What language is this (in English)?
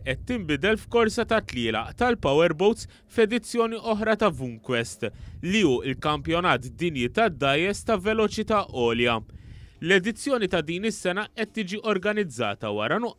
Maltese